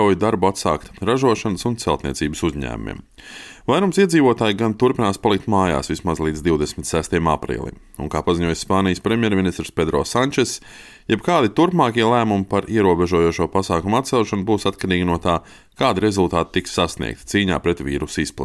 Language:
Latvian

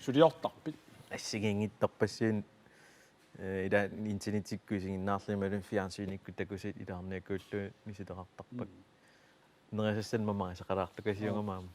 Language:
Kalaallisut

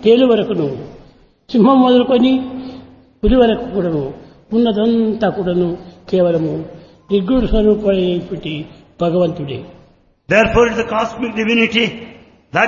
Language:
Telugu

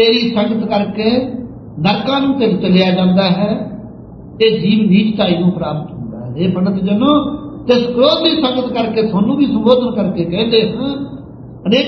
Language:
Punjabi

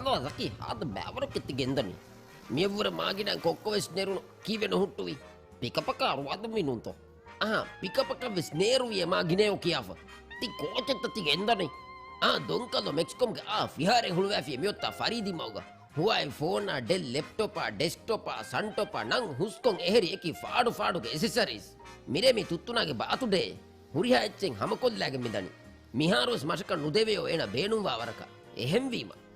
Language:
Divehi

